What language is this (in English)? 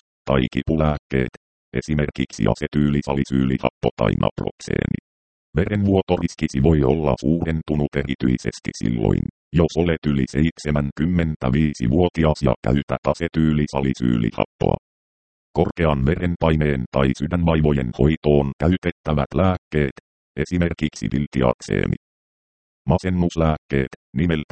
Finnish